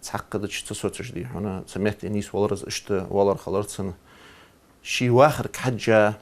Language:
Ingush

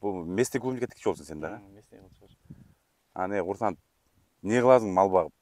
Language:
Kyrgyz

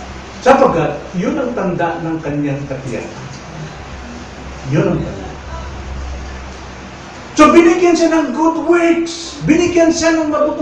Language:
Filipino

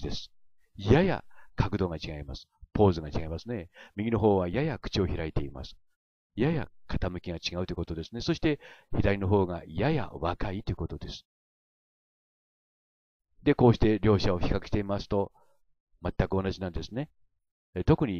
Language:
Japanese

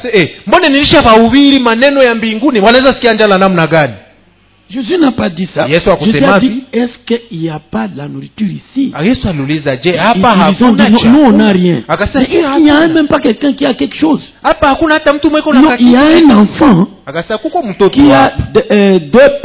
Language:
Swahili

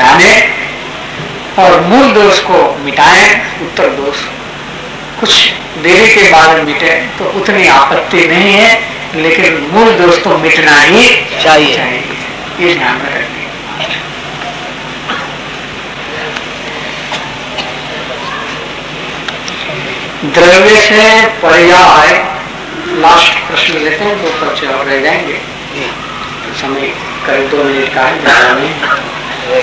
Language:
Hindi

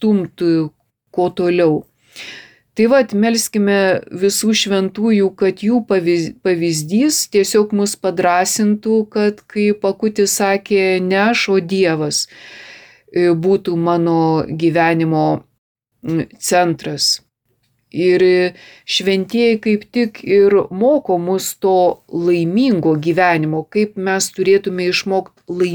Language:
Lithuanian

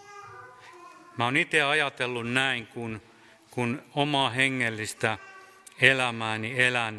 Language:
Finnish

